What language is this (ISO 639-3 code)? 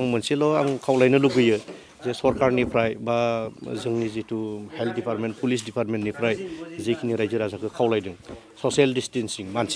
brx